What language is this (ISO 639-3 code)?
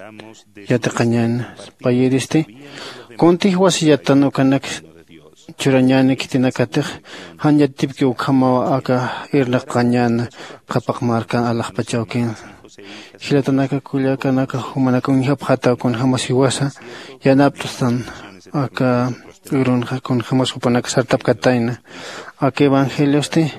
aym